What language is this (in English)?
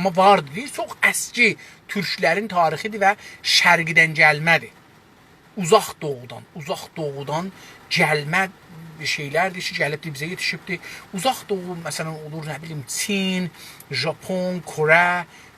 South Azerbaijani